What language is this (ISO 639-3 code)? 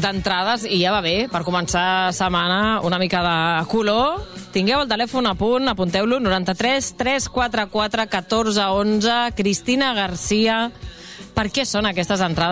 cat